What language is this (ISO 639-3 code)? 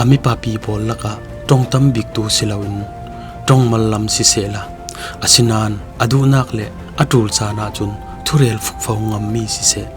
cfm